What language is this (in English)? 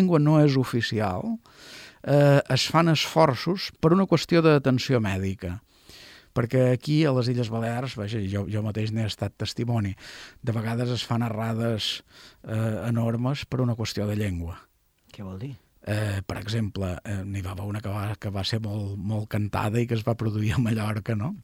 Catalan